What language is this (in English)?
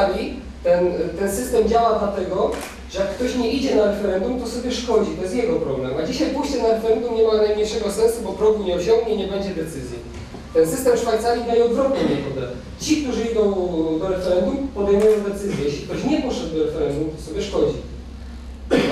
Polish